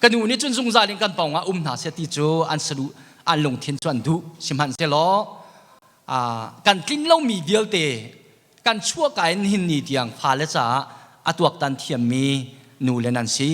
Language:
Hakha Chin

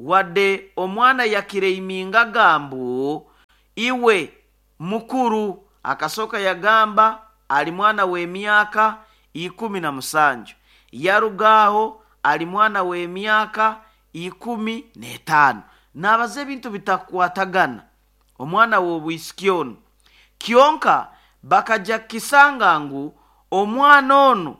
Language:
Nyoro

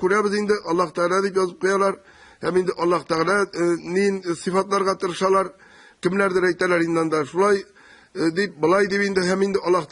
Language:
Tatar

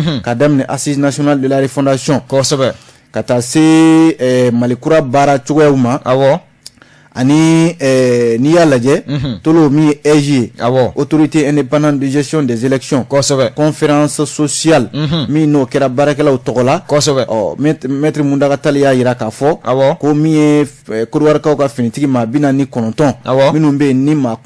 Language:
Bambara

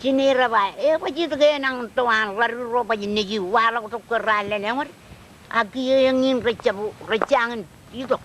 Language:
Marshallese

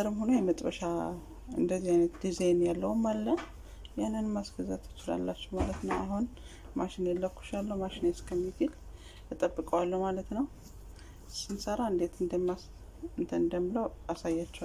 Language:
Amharic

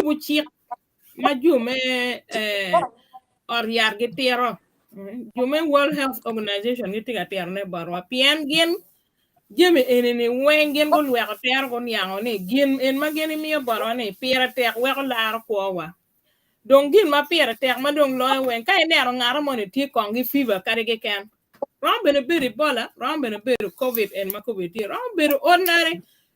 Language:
Acoli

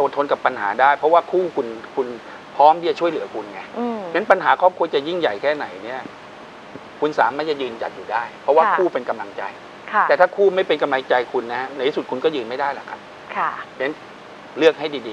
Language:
Thai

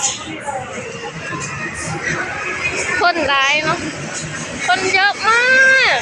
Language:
Lao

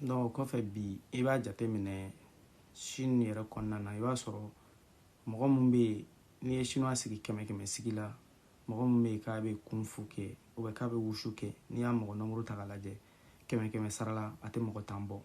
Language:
Bambara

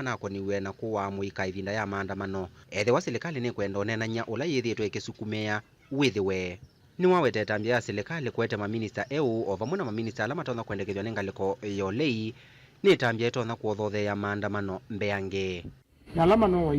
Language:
Kamba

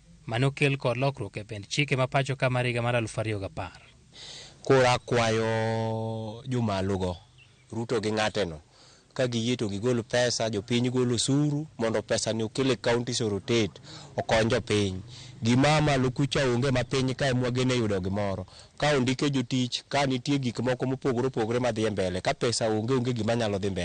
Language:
Luo (Kenya and Tanzania)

